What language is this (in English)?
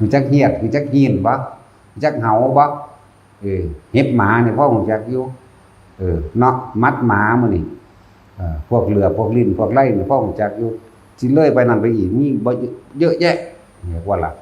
Northeastern Thai